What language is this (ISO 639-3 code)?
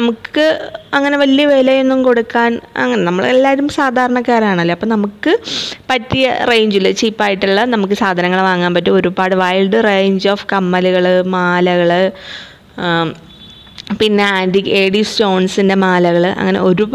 mal